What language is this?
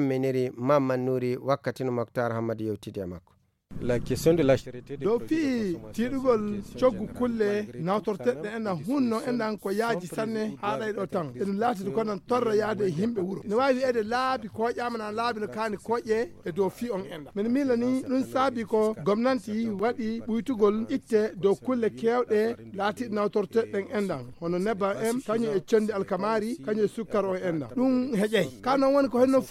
Fula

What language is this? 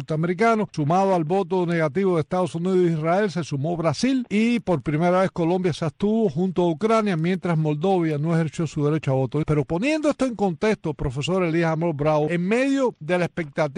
Spanish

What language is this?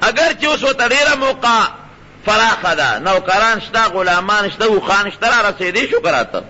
Pashto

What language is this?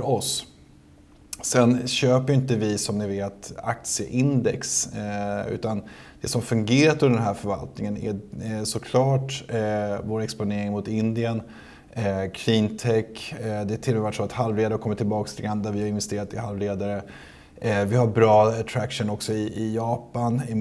Swedish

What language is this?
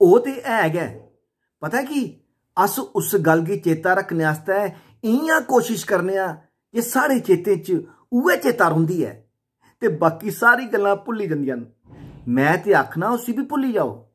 Dogri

